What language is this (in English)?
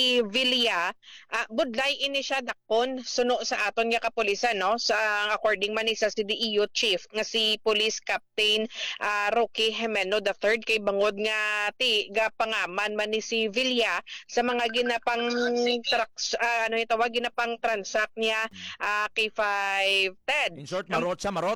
Hiligaynon